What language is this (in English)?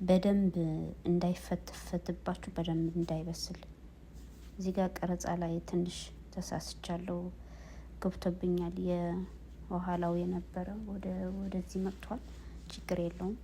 Amharic